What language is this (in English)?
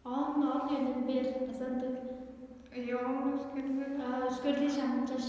Tuvinian